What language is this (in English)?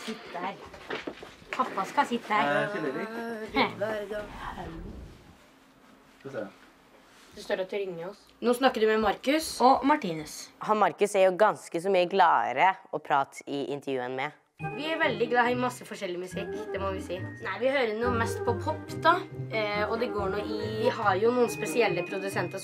Norwegian